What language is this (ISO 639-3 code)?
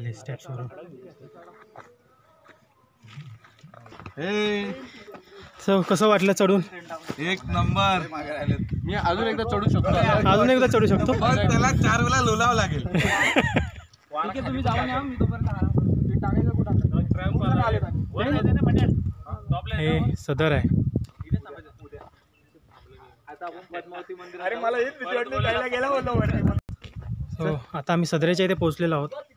mar